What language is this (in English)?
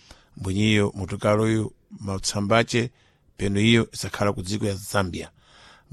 Sena